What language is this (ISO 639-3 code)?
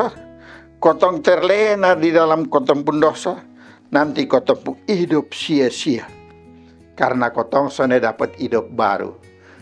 mkn